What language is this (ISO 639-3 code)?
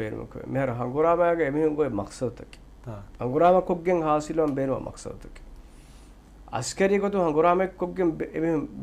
div